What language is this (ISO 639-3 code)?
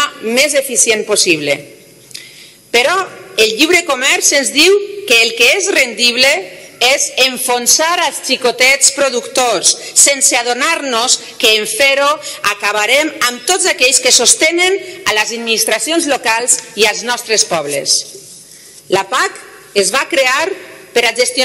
cat